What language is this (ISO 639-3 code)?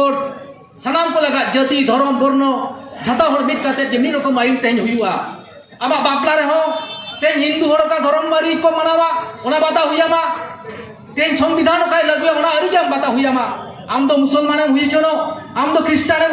sat